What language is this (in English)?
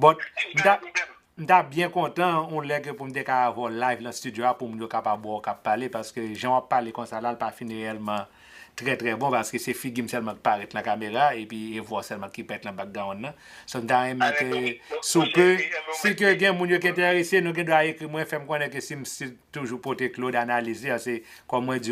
Haitian Creole